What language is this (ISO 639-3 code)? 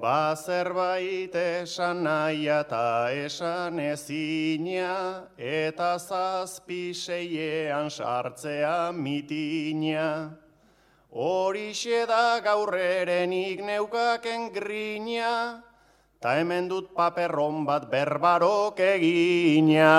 eus